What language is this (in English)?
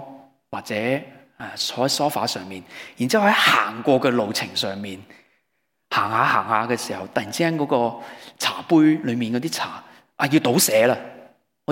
Cantonese